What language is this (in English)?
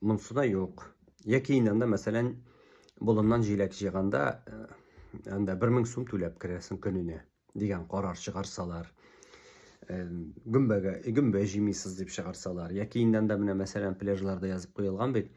Tatar